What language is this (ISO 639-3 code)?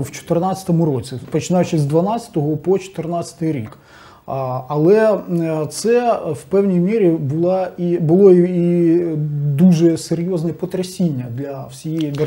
ukr